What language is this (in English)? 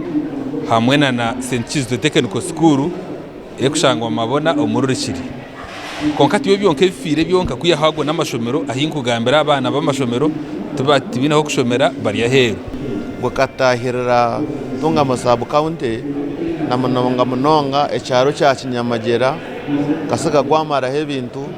Nyankole